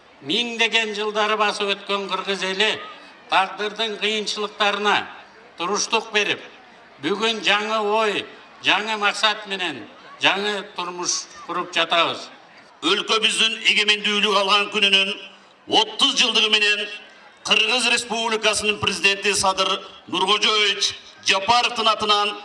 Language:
Kyrgyz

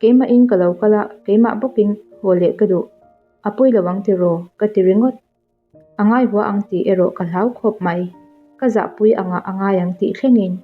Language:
Mizo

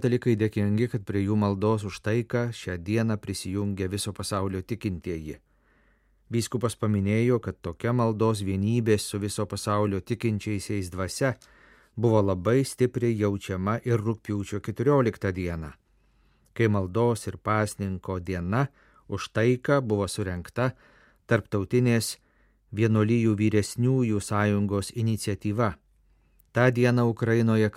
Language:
Lithuanian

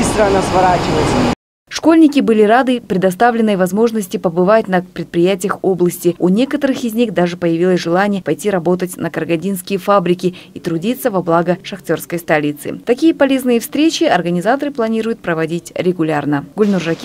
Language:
Russian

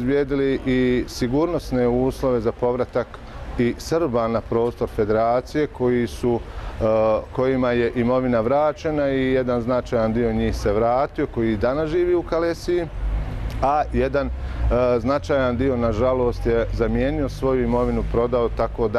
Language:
Bosnian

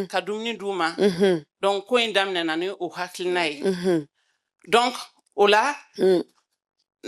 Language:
Bambara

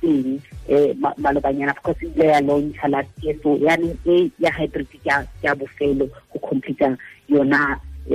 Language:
Tswana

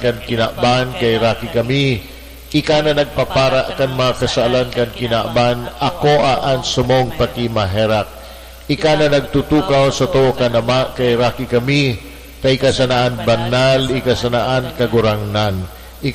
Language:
Bikol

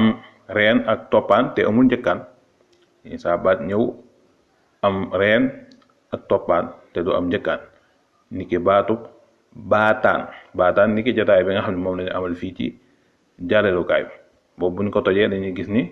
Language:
Wolof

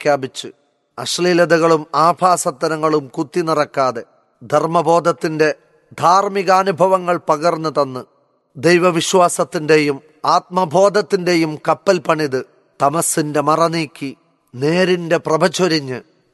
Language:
Malayalam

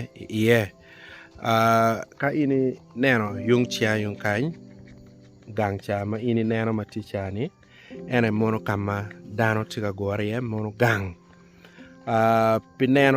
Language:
Acoli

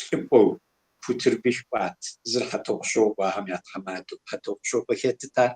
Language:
Kabardian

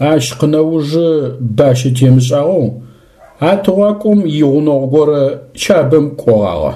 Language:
Adyghe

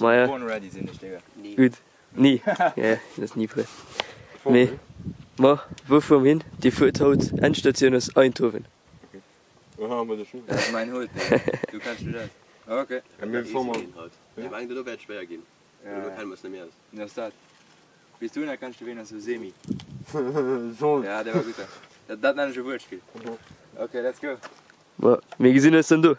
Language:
Luxembourgish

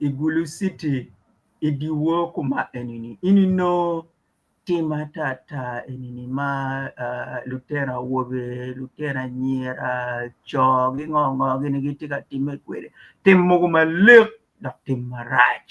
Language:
Acoli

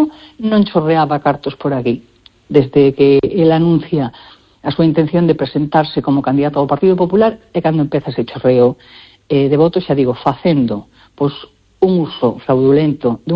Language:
Galician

